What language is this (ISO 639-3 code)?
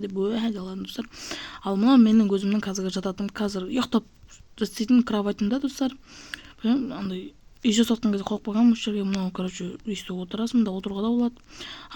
kaz